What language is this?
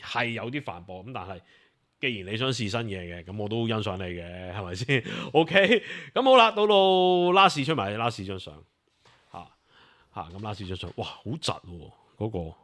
Cantonese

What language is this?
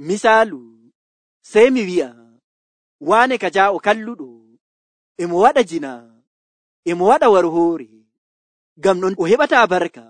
Nigerian Fulfulde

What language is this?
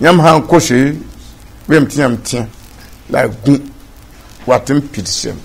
Mossi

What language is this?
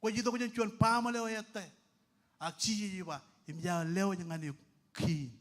Marshallese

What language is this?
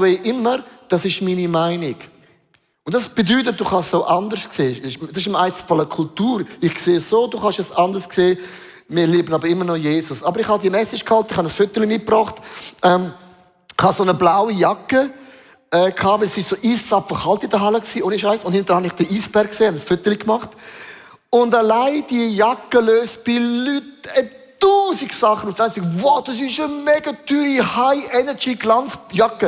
Swiss German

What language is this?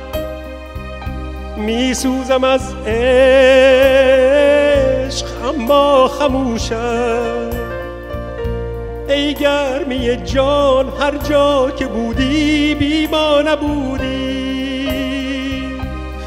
Persian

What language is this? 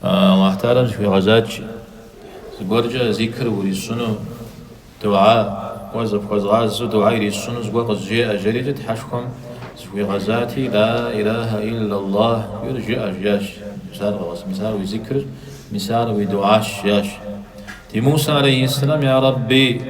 Kabardian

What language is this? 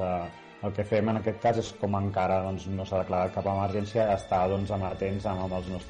Catalan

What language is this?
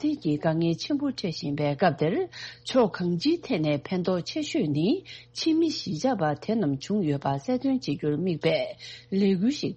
Tibetan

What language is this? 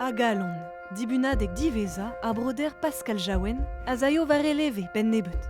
Breton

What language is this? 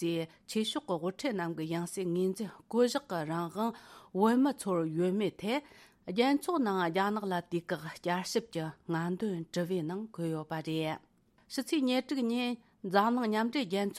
Tibetan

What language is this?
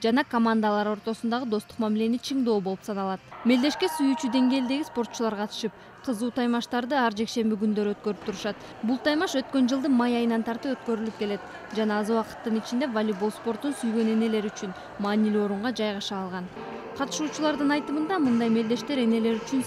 Kyrgyz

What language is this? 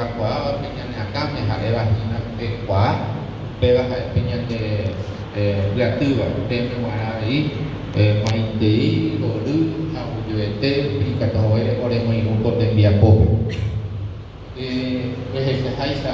Guarani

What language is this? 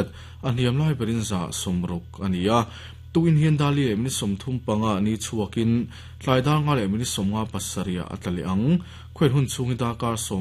Mizo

